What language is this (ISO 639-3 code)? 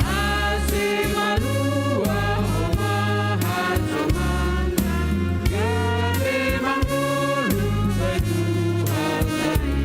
bts